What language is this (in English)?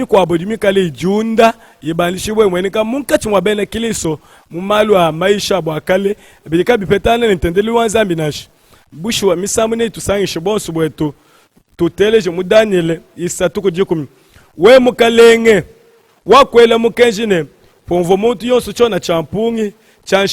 Luba-Lulua